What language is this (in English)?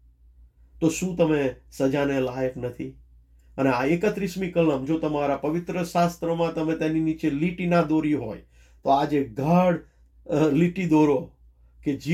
Gujarati